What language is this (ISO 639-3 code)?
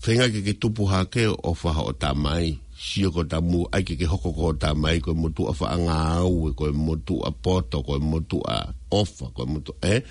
ton